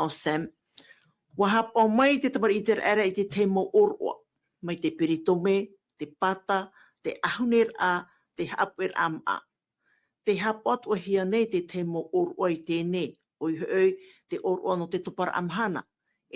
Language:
Tahitian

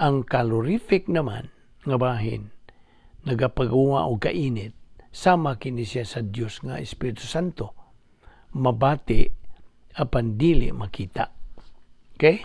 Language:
Cebuano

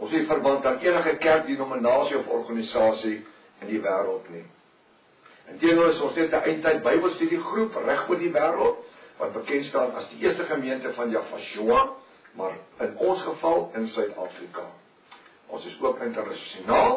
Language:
Afrikaans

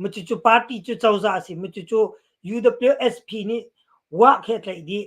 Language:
Hakha Chin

